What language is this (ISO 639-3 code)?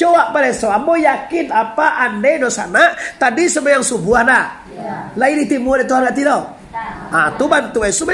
min